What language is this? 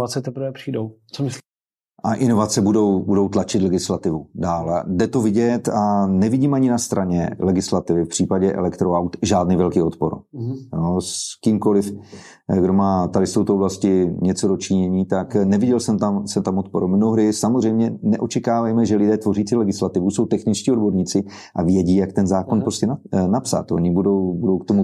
Czech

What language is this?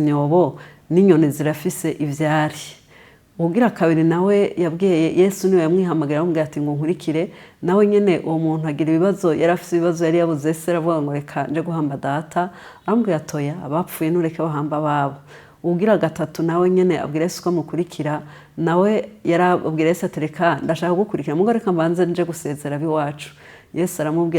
Rundi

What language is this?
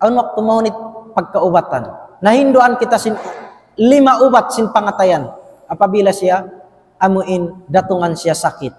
Tausug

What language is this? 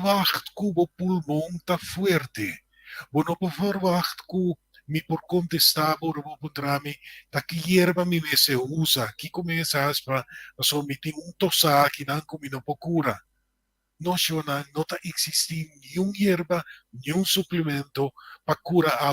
Papiamento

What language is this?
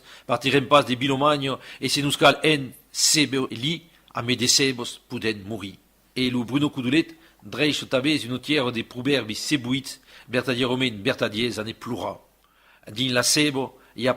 Occitan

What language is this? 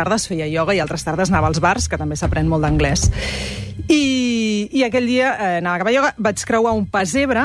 Catalan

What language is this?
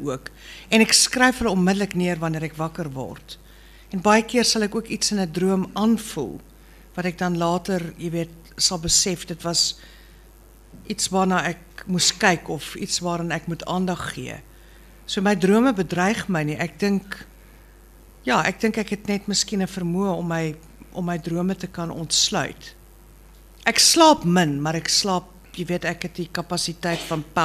Afrikaans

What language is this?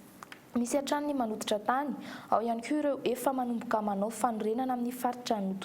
Malagasy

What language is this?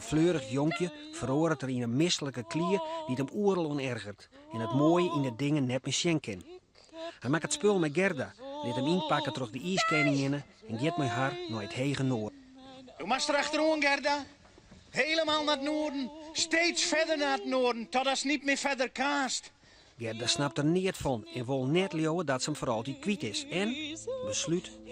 Western Frisian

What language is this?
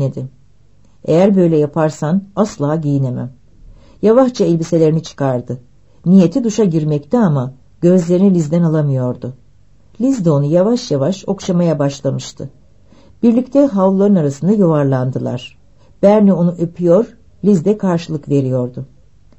Turkish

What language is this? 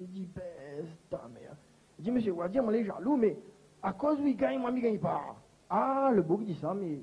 Réunion Creole French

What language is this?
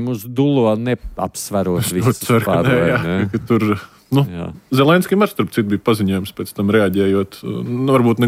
Latvian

